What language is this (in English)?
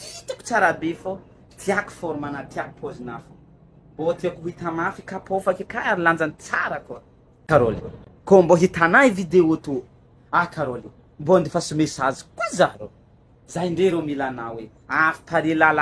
Malagasy